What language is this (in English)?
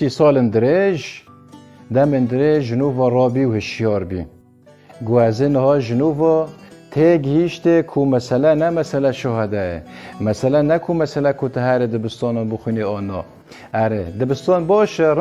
Kurdish